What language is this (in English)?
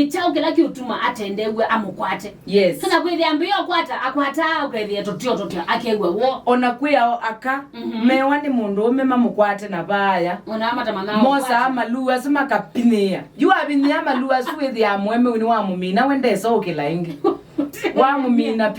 Kamba